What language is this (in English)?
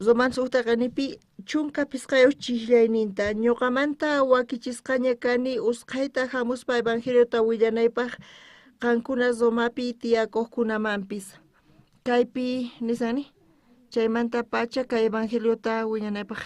South Bolivian Quechua